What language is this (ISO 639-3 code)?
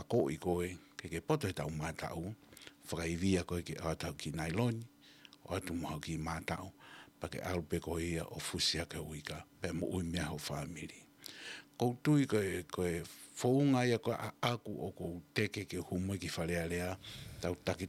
ton